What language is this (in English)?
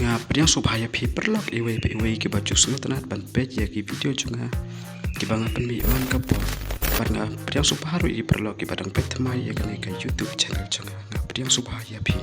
Khasi